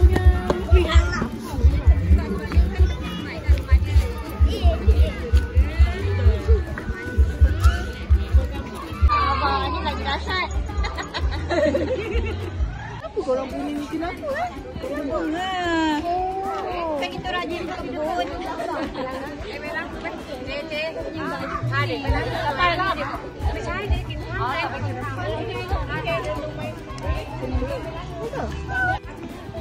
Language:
Malay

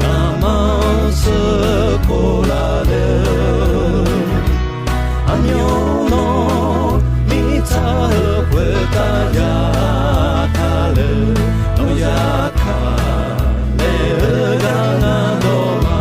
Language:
Akha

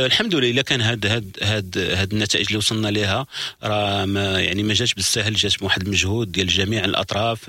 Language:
Moroccan Arabic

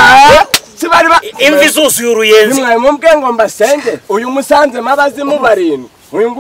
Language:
Kinyarwanda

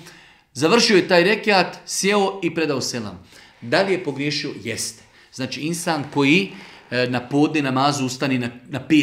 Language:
Bosnian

